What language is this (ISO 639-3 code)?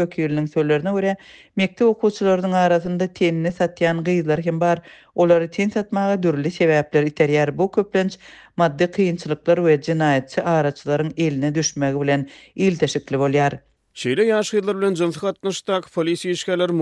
tuk